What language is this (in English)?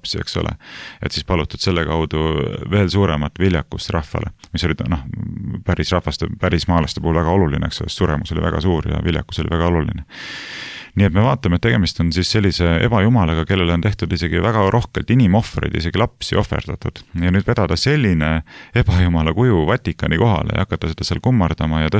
Estonian